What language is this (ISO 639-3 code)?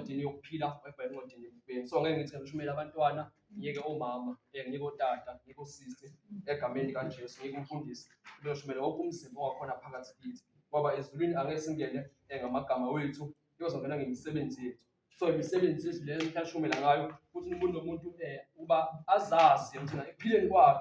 zul